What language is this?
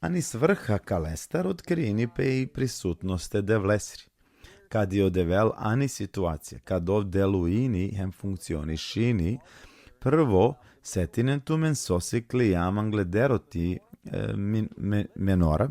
Balkan Romani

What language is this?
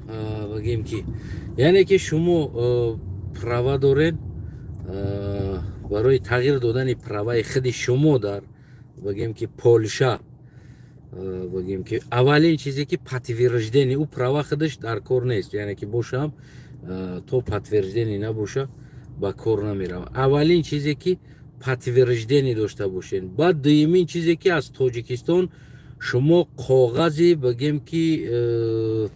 Tajik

